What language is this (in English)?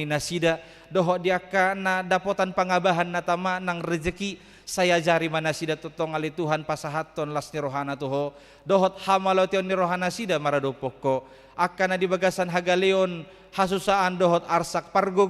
Batak Toba